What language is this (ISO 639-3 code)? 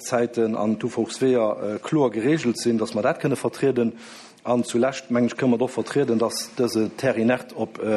ltz